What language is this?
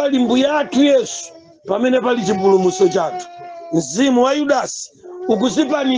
Nyanja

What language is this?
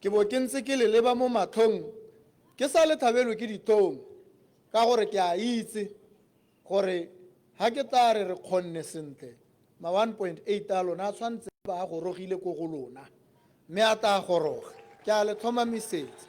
Tswana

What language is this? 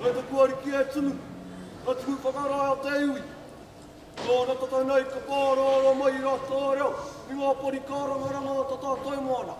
Māori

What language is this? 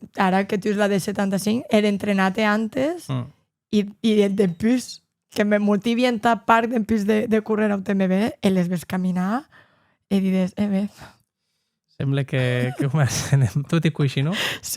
Occitan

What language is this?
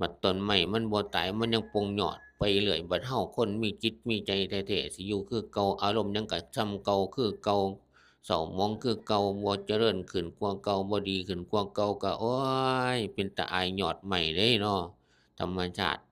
Northeastern Thai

